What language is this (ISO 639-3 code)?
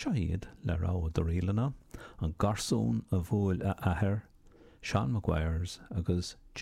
gle